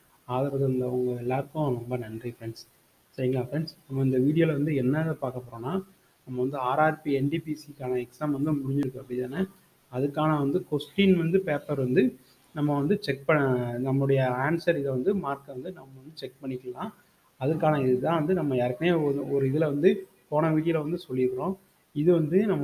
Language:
Tamil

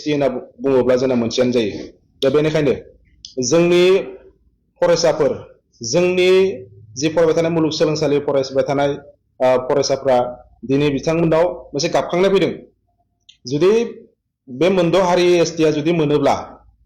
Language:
Bodo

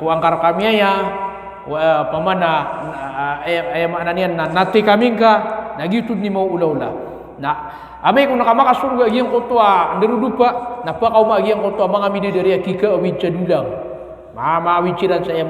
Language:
Maranao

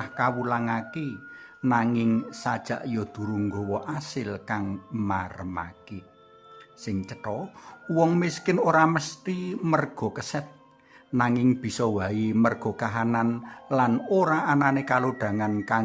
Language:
Javanese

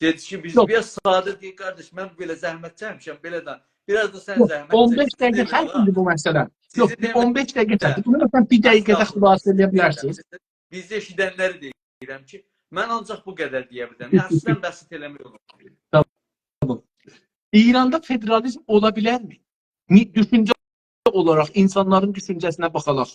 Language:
South Azerbaijani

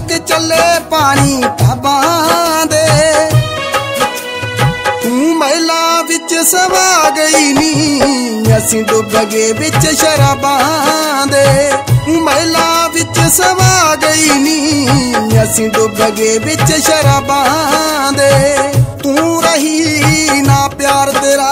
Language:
Punjabi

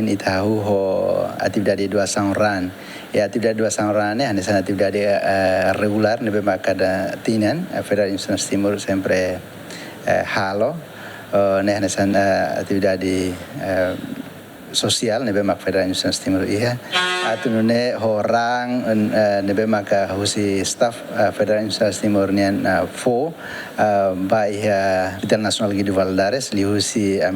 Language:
Tetum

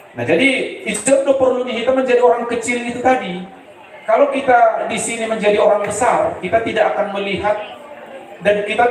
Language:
Batak Simalungun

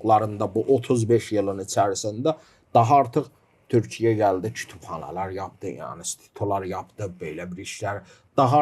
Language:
Gagauz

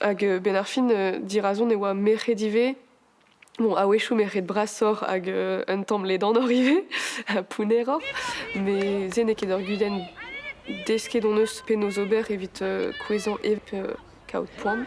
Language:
Breton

